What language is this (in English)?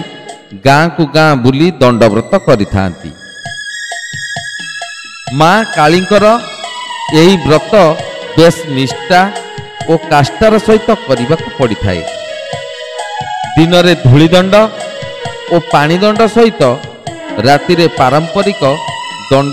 Odia